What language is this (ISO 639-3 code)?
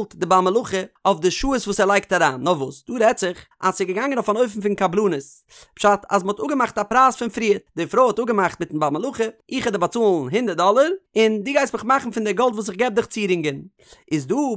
yid